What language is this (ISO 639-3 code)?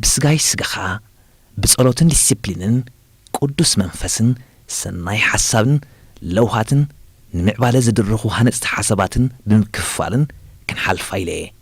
tir